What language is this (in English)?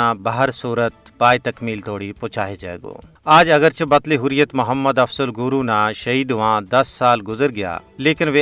Gujari